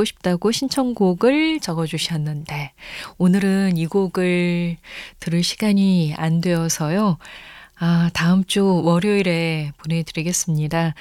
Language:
Korean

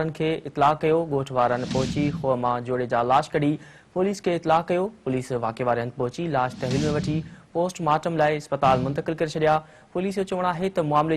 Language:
Sindhi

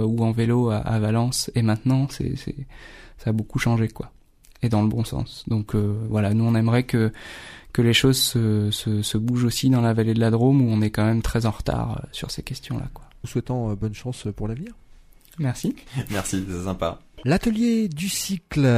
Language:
French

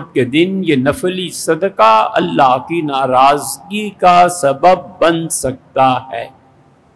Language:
Urdu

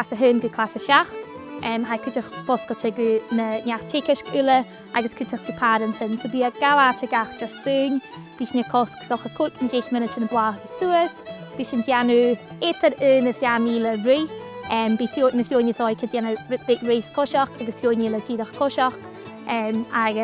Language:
Scottish Gaelic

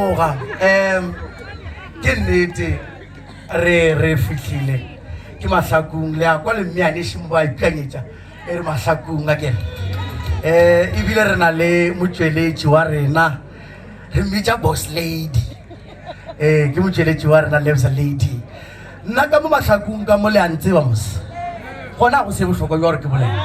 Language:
Northern Sotho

